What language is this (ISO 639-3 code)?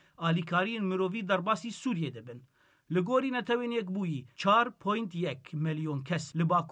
kur